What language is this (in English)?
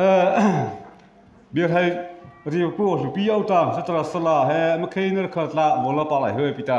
Mara Chin